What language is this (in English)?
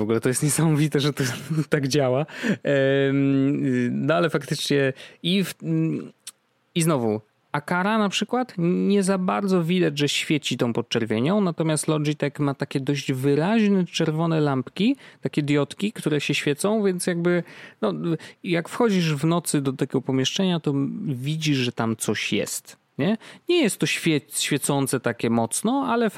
Polish